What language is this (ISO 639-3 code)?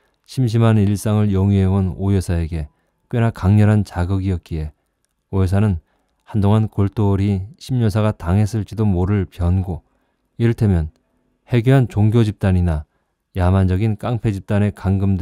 kor